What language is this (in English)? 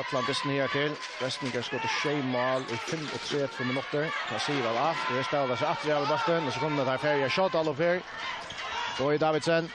Faroese